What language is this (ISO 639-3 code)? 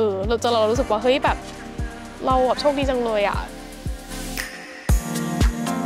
tha